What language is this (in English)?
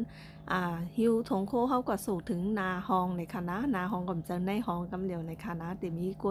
Shan